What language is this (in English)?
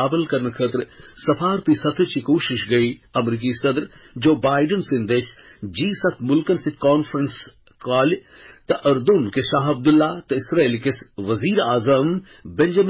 Kashmiri